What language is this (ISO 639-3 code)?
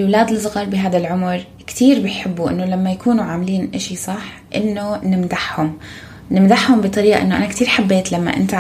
apc